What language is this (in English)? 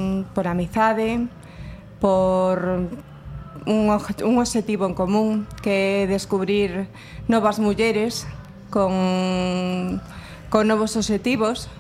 Galician